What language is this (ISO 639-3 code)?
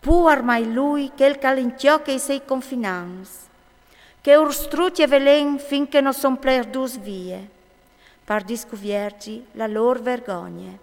fur